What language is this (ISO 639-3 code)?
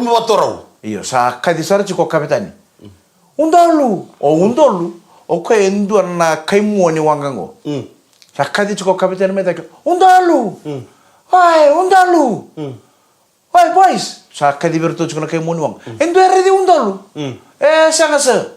fij